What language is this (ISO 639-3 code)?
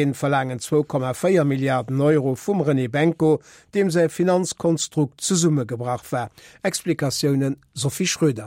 ltz